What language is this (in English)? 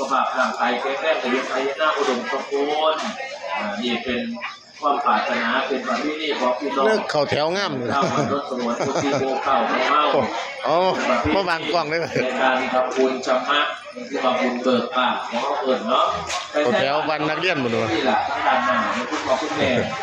Lao